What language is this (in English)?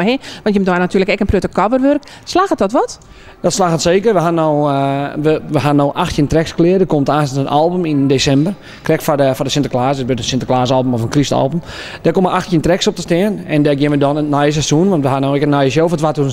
Western Frisian